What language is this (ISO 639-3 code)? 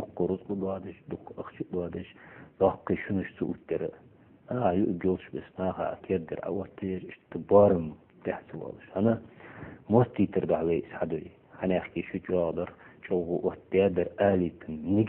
inh